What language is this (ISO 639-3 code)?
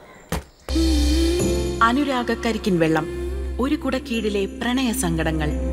mal